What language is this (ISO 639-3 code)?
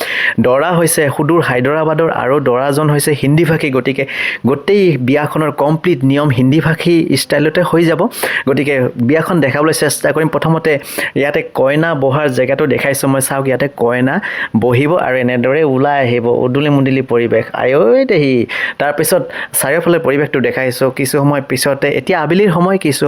asm